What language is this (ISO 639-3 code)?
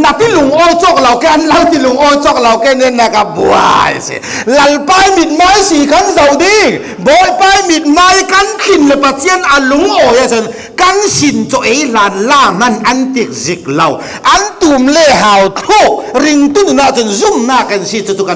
cfm